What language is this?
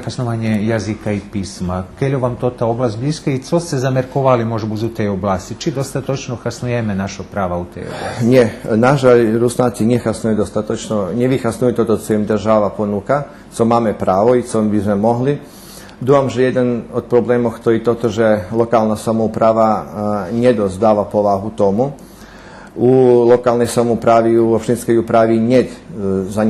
Rusyn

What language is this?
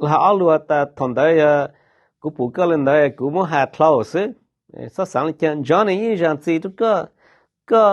Hmong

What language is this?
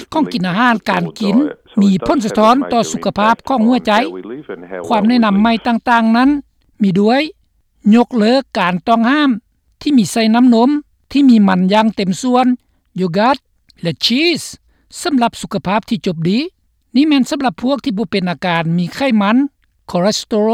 Lao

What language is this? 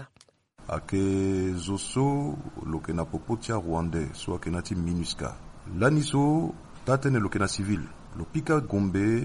Sango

